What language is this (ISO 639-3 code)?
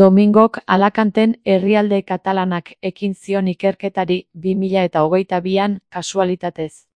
eus